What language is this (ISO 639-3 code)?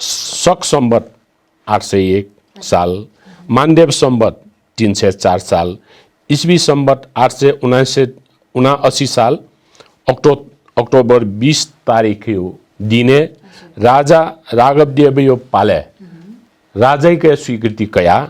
new